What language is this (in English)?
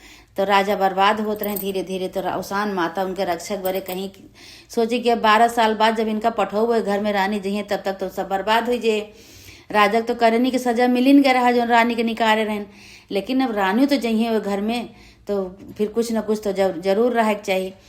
Awadhi